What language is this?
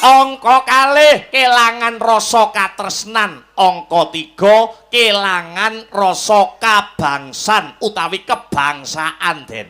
Javanese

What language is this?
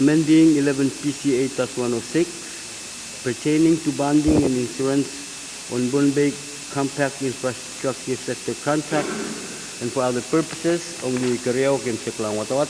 Pohnpeian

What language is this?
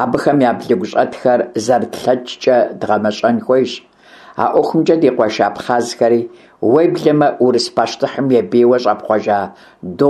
Kabardian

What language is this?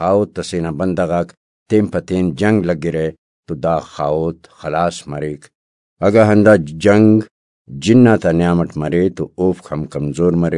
Brahui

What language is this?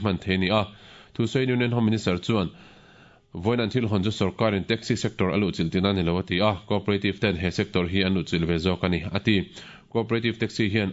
Mizo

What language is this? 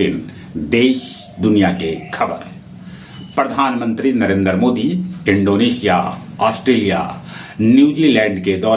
Magahi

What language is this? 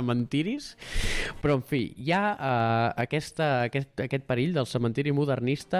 Catalan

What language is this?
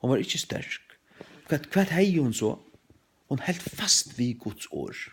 Faroese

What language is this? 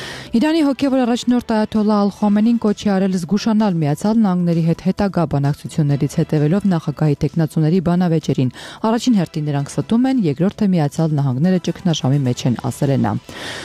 Armenian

